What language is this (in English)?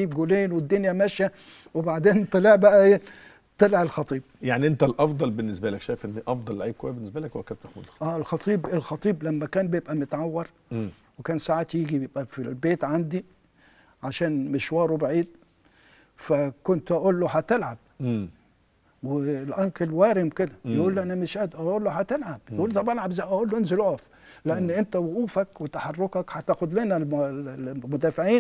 Egyptian Arabic